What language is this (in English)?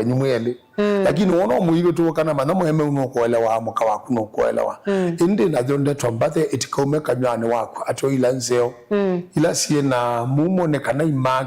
Kamba